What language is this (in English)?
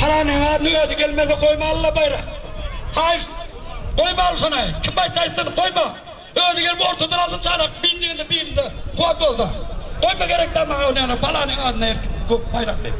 Turkmen